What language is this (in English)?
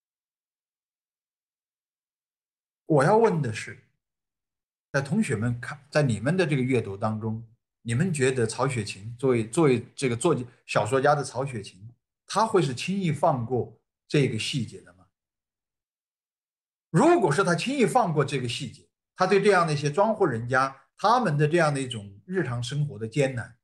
Chinese